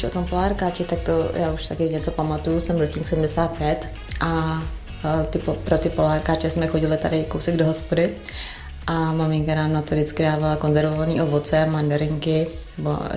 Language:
Czech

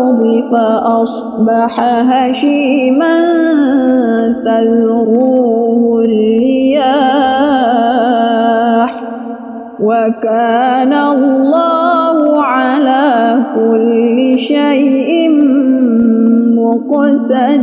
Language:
Arabic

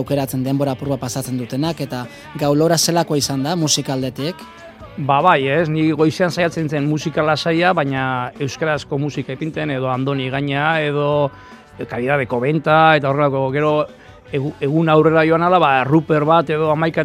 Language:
Basque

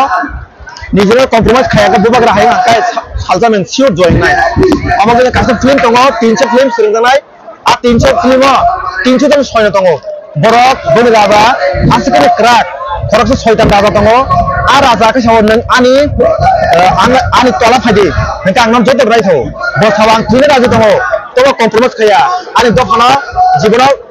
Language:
Kok Borok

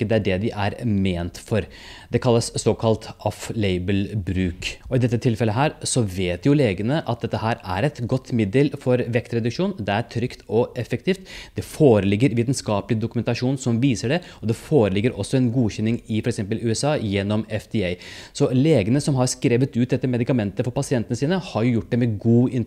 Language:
Norwegian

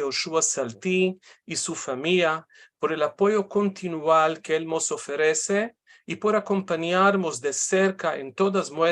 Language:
Ladino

